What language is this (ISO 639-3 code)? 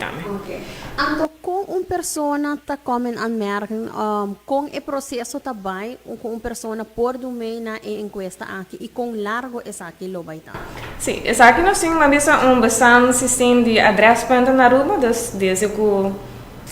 pap